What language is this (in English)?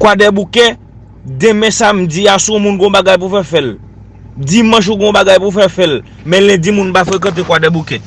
Haitian Creole